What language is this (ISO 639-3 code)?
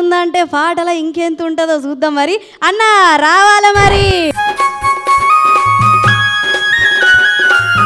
tel